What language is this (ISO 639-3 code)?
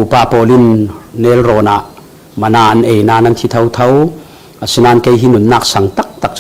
cfm